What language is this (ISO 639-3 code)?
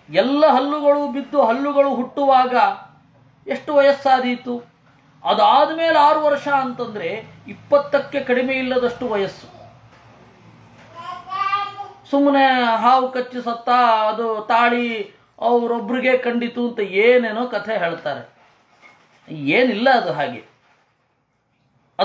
kan